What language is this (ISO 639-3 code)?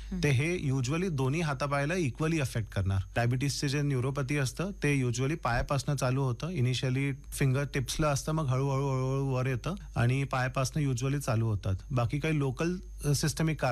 mar